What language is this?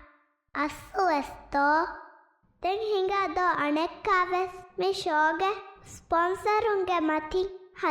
Divehi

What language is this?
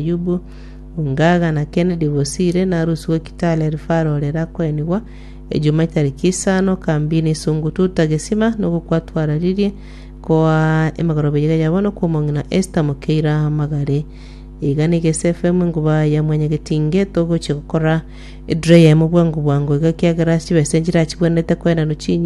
Gusii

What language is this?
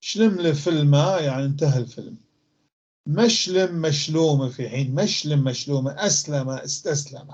North Levantine Arabic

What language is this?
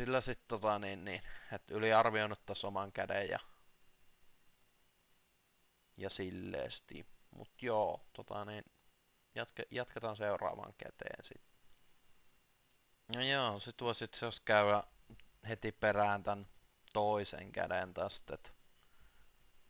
Finnish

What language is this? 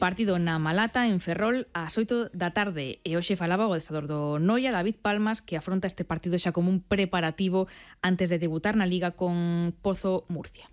Galician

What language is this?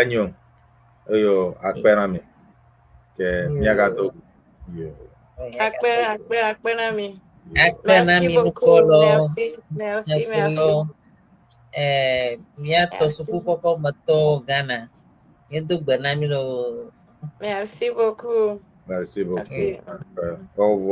Ewe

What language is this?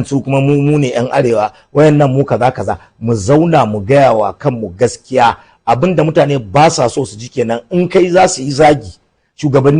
Hausa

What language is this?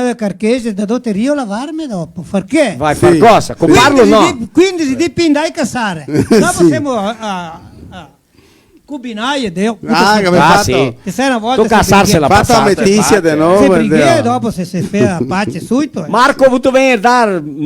Venetian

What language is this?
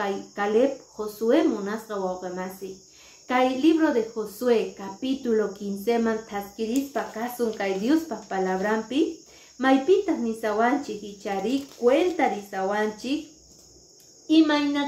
Quechua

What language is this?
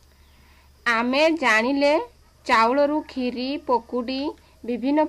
Odia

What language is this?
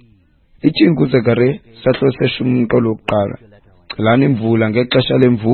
Xhosa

